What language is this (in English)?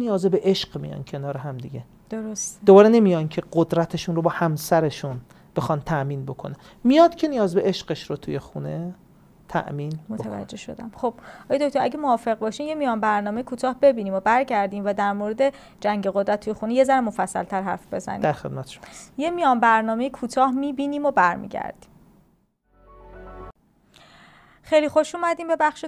Persian